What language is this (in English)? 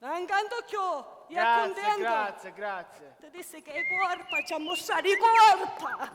Sicilian